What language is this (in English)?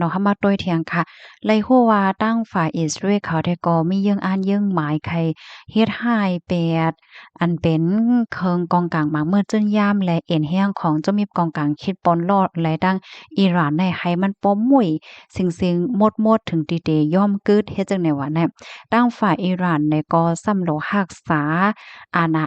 Shan